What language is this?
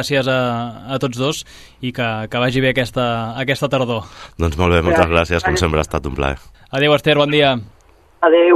Catalan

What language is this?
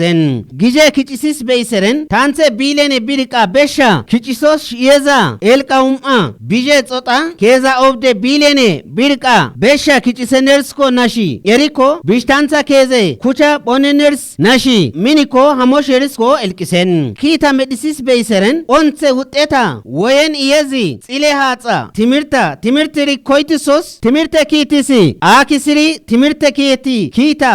Kafa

